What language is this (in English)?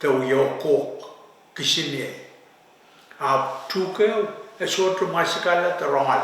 Pohnpeian